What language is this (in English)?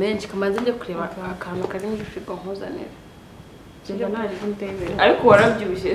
Kinyarwanda